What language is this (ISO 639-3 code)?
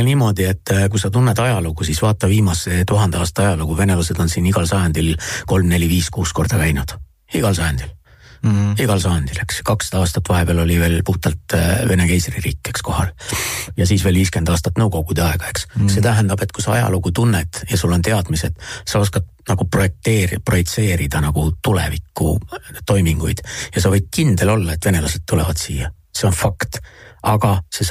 est